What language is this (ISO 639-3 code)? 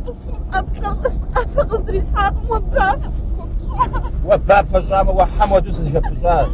kbd